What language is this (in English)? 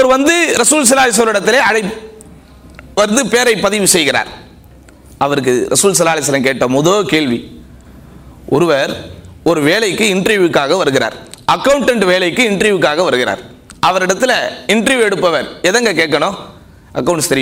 Tamil